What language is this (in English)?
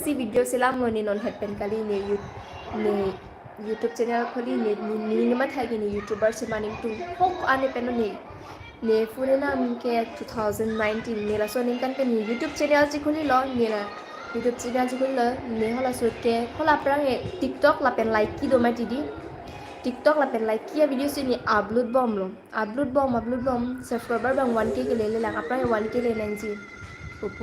Karbi